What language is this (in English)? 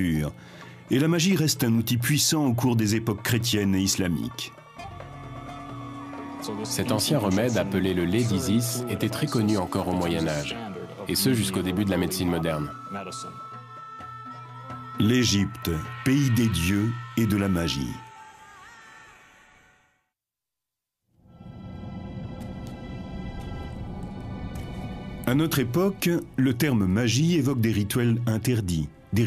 French